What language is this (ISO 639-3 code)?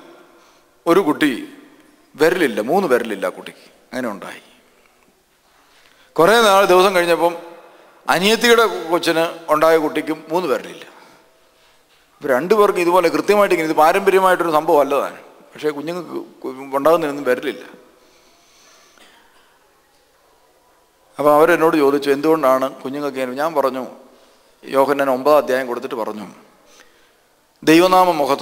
mal